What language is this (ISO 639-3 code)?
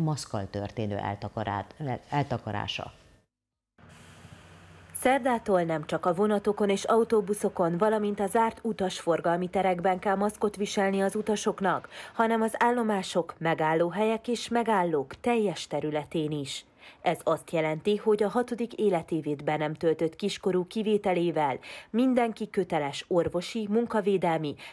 hun